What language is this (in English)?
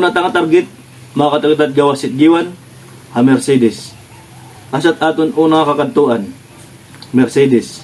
Waray